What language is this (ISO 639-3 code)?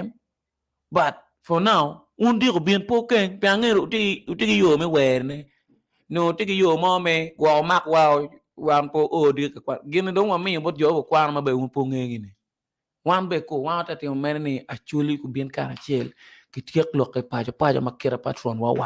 ach